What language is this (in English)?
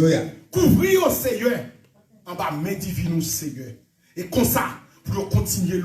Haitian Creole